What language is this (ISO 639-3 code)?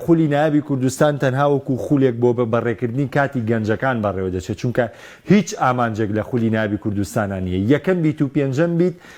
ckb